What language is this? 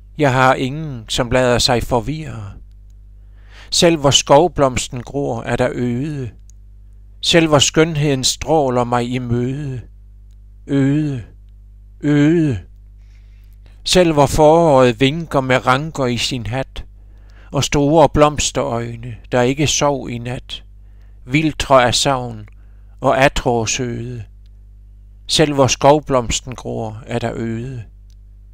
Danish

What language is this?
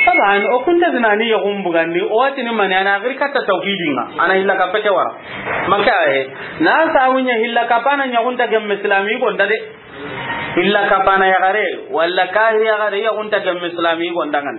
Soninke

